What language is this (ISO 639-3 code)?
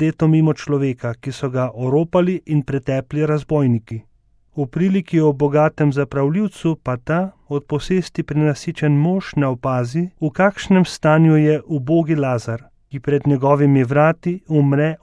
slv